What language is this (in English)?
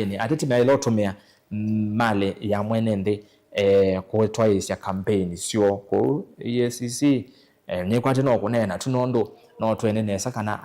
Kamba